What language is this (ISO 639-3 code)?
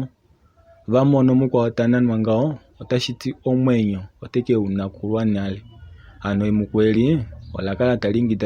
kua